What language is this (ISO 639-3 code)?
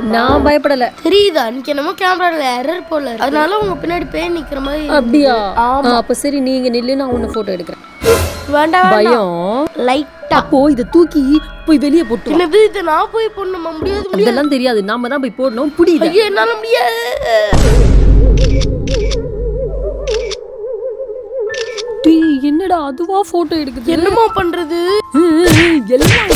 tam